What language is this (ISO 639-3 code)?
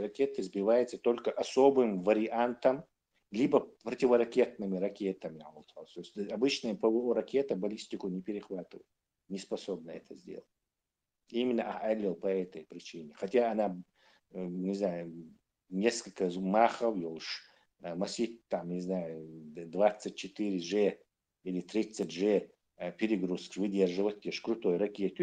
che